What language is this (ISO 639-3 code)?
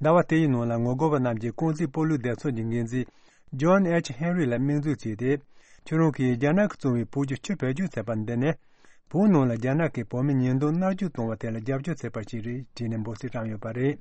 bod